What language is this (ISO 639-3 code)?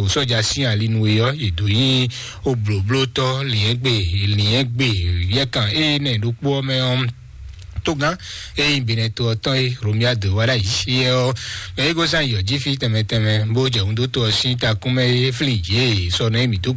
fon